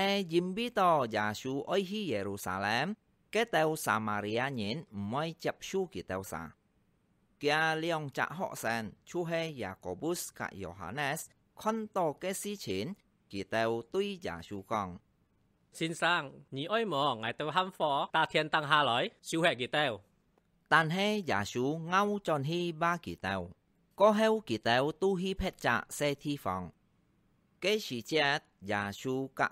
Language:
Hakka Chinese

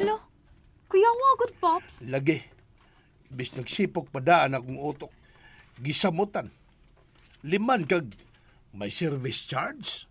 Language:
Cebuano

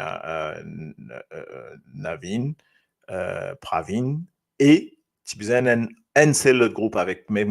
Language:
Morisyen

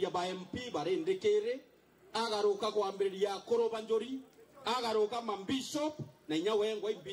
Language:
Meru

